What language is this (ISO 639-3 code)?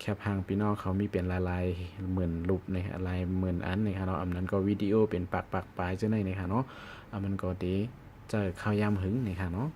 shn